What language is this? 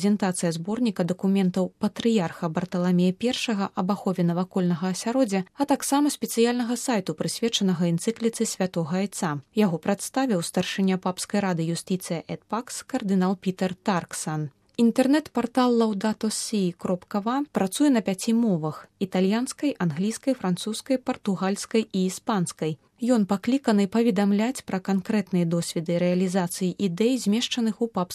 Belarusian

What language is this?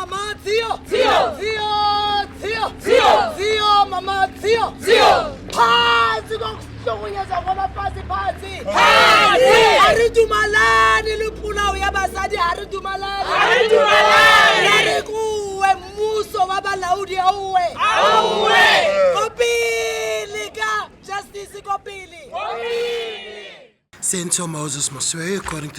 Tswana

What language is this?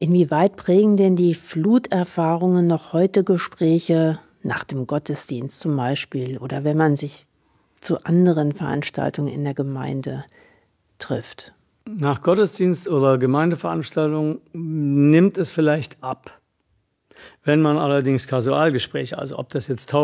German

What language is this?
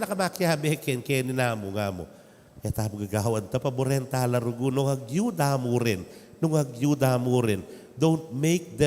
Pampanga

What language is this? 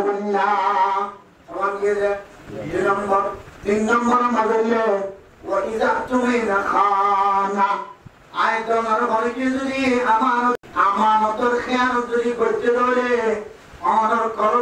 Rohingya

